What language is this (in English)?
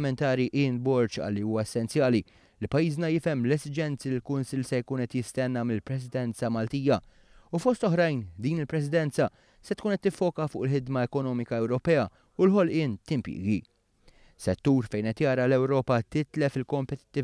Maltese